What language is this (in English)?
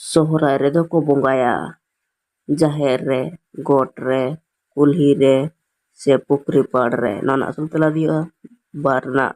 Santali